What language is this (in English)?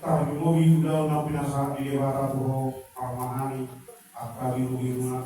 Batak Toba